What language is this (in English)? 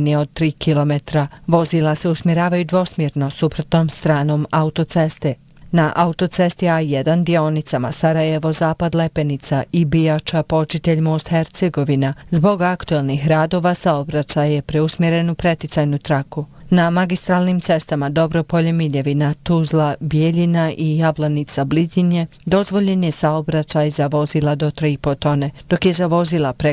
Bosnian